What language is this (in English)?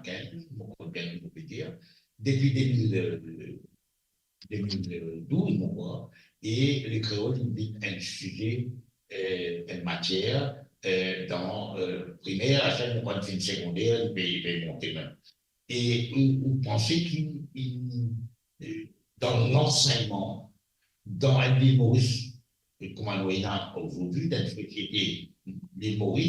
Morisyen